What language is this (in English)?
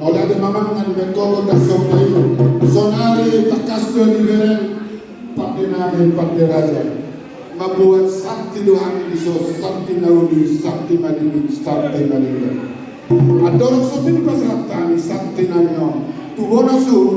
Batak Toba